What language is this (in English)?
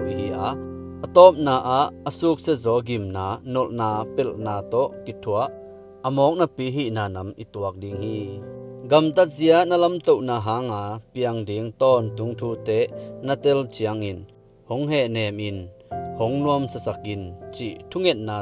Tedim Chin